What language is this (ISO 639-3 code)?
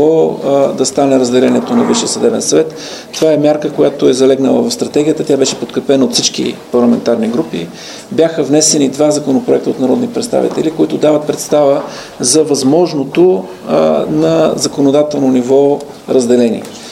bul